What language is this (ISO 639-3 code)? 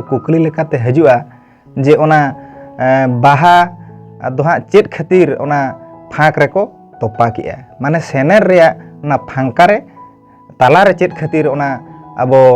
sat